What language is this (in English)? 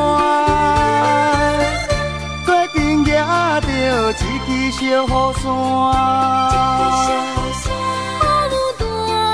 Min Nan Chinese